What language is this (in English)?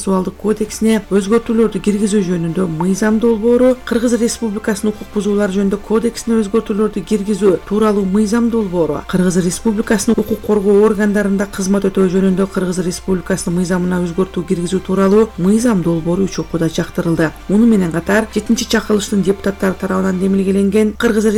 Kyrgyz